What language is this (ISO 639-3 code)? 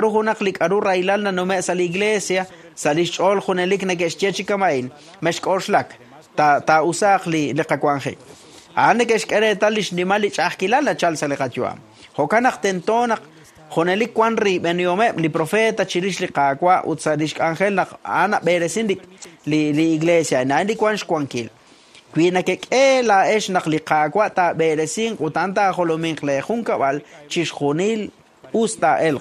kek